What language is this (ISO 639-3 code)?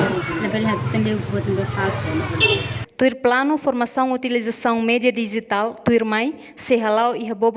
tet